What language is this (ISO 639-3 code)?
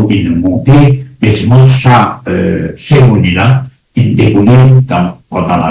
mfe